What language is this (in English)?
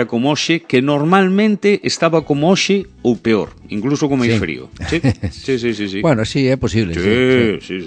Galician